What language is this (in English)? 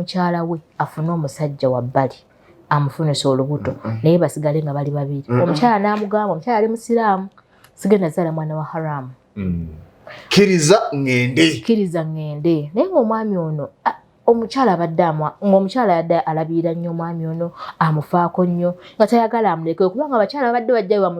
Ganda